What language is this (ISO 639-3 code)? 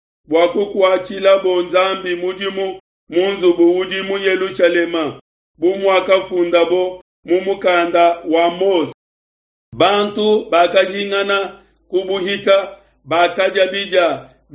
lua